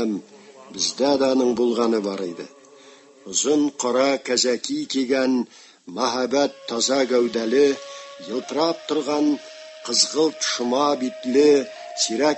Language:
Tatar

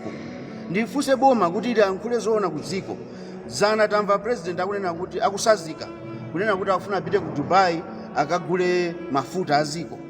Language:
Nyanja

